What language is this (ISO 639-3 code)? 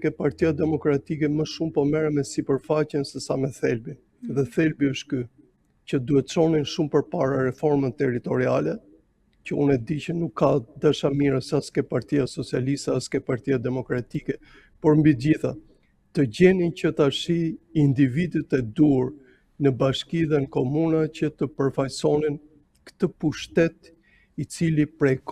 sqi